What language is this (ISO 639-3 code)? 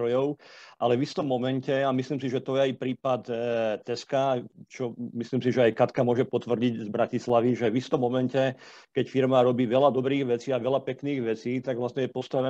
slk